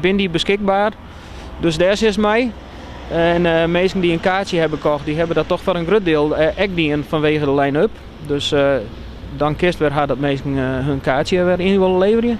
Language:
Western Frisian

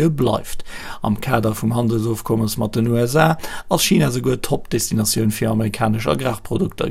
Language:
Luxembourgish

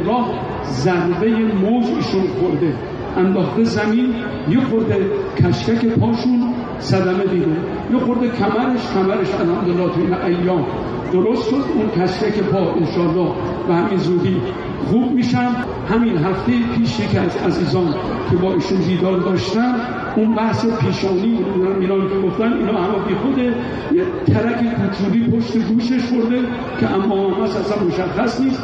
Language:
Persian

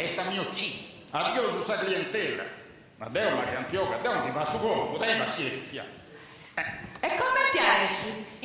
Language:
Sardinian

